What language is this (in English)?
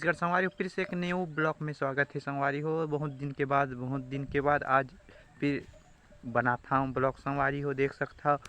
Chhattisgarhi